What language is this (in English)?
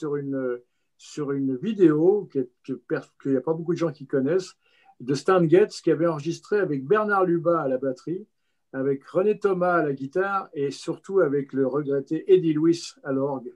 French